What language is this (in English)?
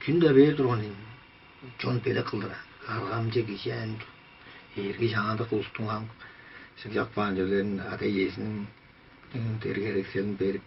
Tuvinian